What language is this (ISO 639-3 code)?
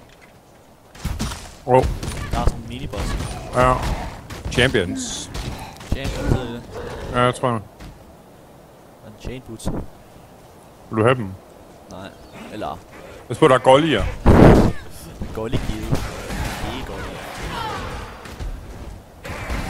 dan